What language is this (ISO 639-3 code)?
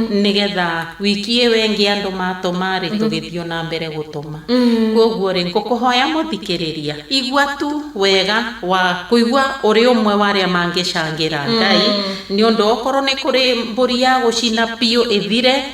kik